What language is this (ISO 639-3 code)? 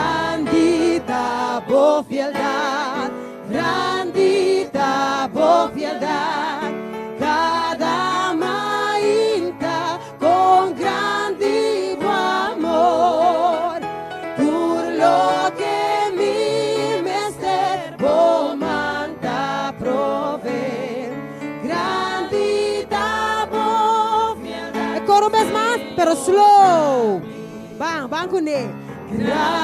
pap